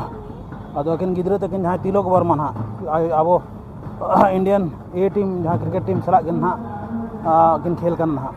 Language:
Santali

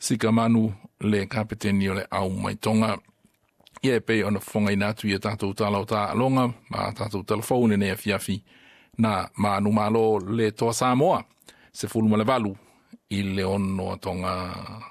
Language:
Samoan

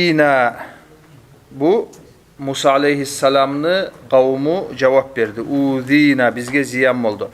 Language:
Kumyk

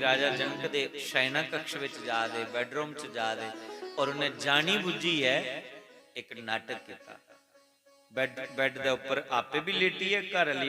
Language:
Dogri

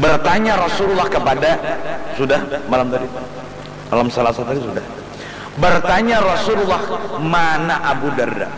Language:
Banjar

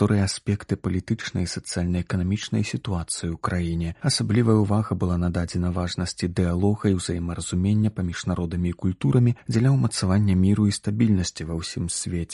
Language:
Belarusian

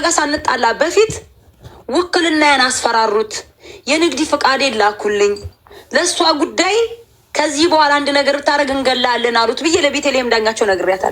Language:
Amharic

